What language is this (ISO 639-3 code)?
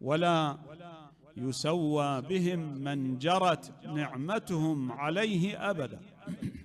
acm